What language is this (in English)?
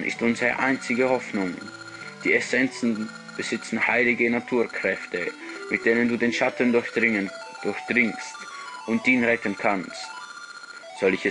Swiss German